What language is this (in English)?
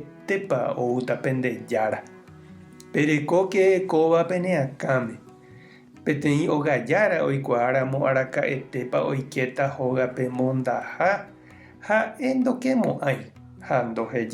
Guarani